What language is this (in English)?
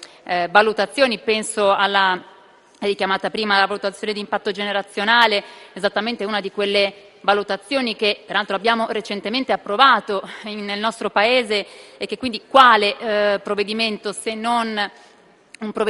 Italian